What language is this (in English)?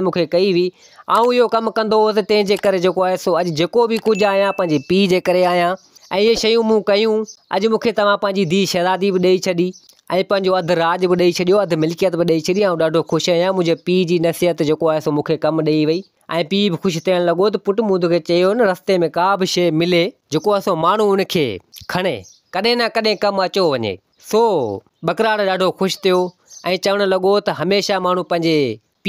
Sindhi